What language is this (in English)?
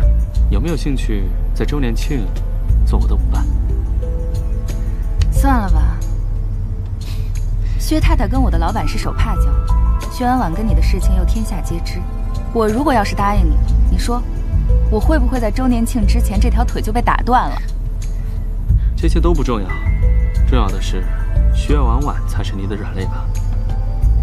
Chinese